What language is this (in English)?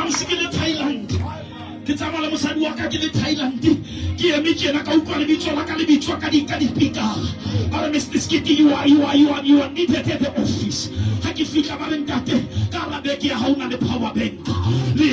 Southern Sotho